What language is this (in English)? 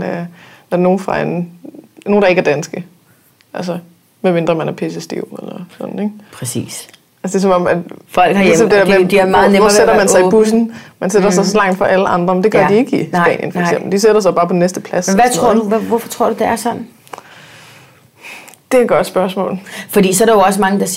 Danish